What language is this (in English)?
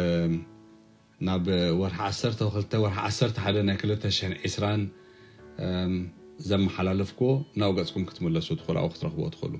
Tigrinya